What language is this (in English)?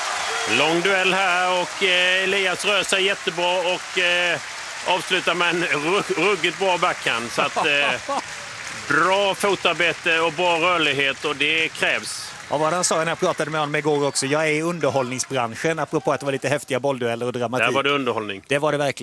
Swedish